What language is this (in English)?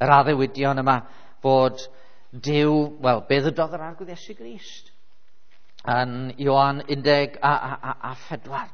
Welsh